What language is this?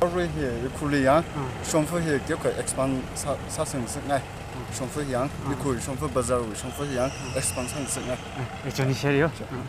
Tangkhul Naga (India)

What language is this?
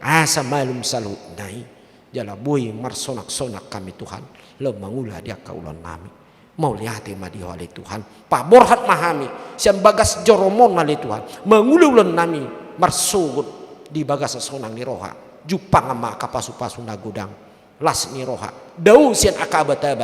Batak Toba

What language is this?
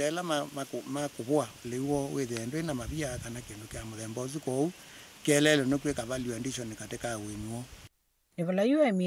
Kamba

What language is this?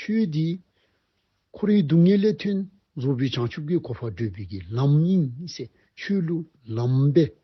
Dzongkha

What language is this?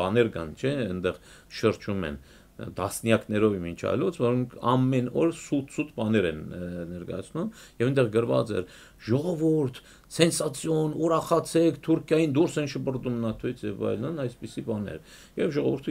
Armenian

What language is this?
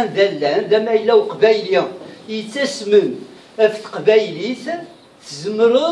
Kabyle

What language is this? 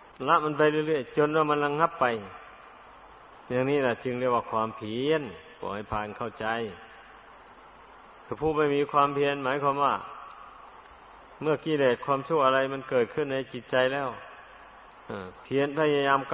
Thai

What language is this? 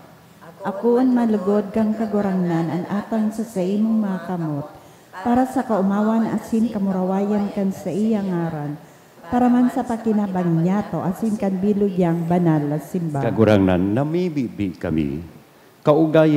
Bikol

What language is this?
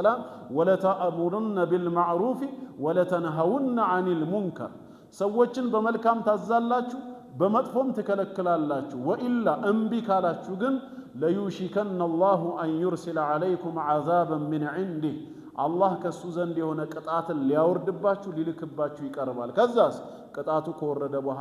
Amharic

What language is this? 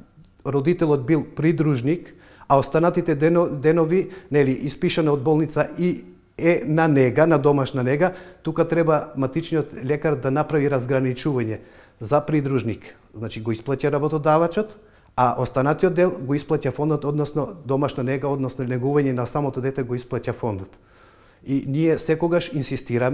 Macedonian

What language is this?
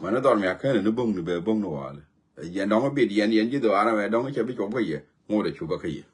Nuer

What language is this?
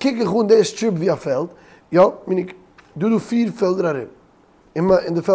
Yiddish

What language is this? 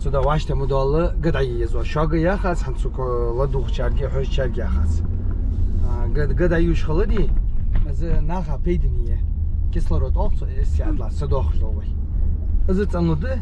Ingush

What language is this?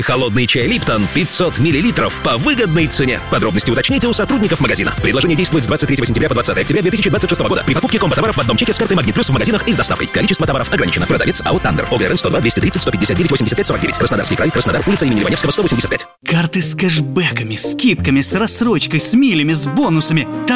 Russian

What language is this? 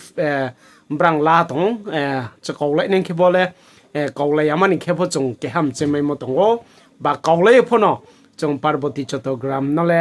Riang (India)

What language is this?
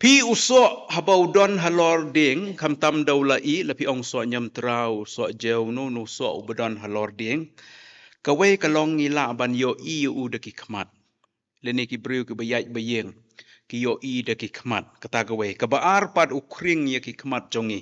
Khasi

